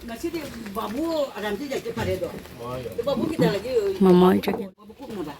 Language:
Manipuri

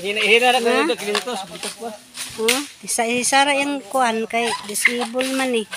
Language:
Cebuano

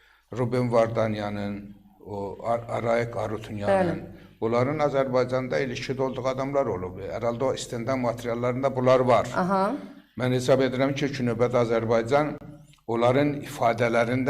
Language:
Azerbaijani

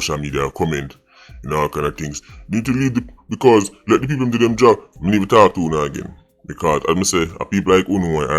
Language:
Jamaican Creole English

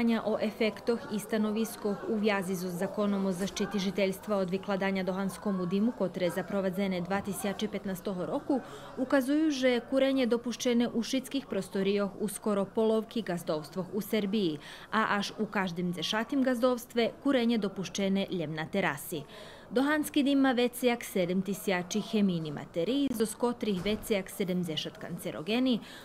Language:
Rusyn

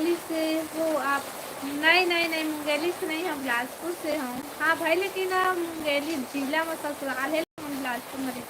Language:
Chhattisgarhi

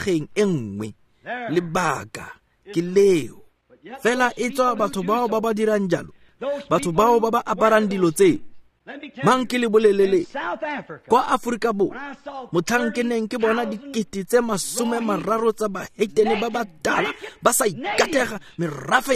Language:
Tswana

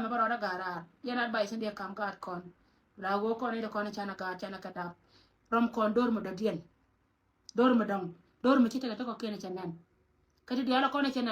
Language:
Nuer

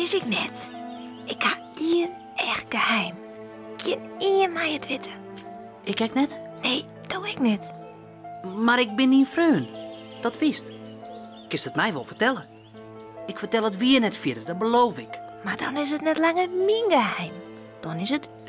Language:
Western Frisian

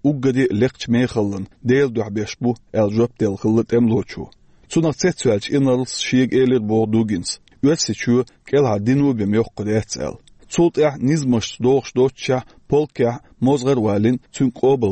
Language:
Chechen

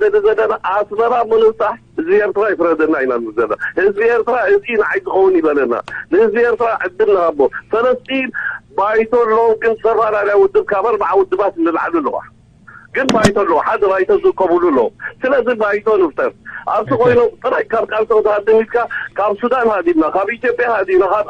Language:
Tigrinya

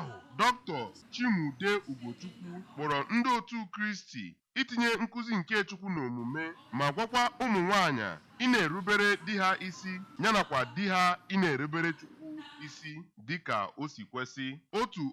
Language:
Igbo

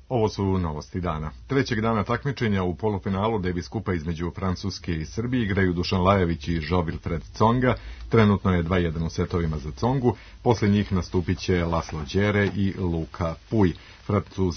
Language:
Serbian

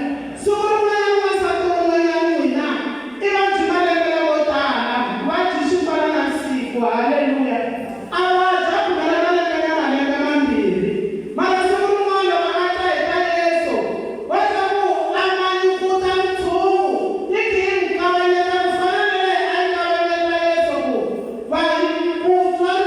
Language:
Tsonga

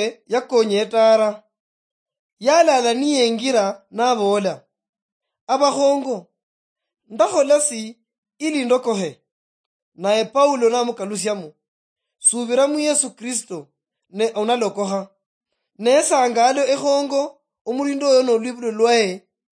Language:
Luyia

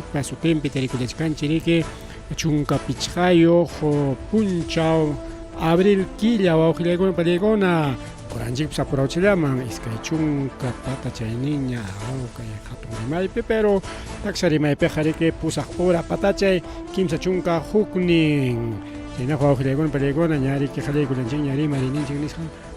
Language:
Ayacucho Quechua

